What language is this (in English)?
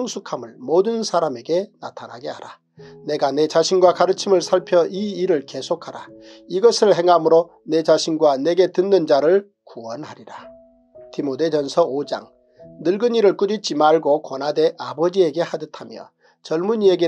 Korean